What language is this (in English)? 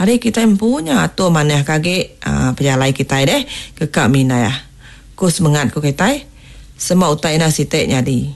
Iban